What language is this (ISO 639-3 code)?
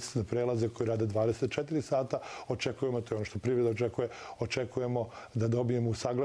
hrv